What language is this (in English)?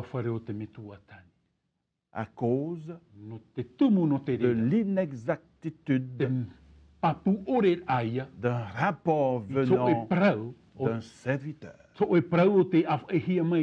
Tahitian